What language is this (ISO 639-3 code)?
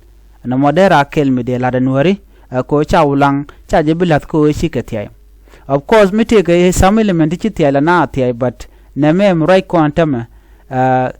nus